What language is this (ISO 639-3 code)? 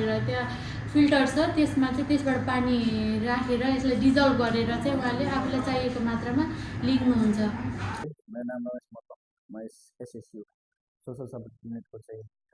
nep